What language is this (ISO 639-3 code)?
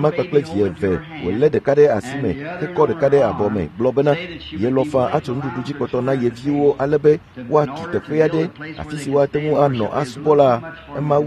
ewe